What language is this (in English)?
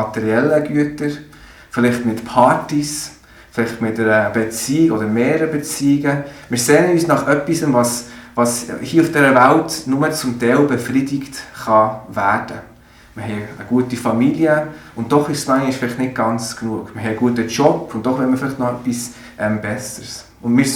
Swiss German